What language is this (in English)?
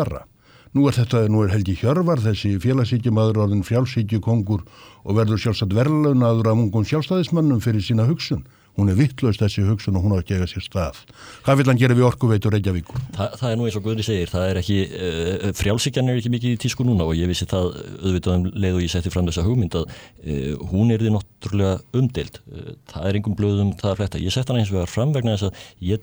Icelandic